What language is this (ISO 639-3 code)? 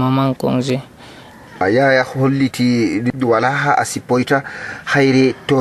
fuv